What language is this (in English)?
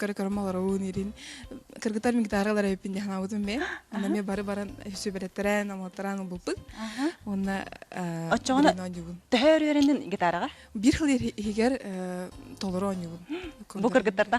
Yakut